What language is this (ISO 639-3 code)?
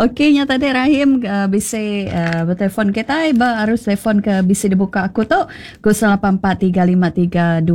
iba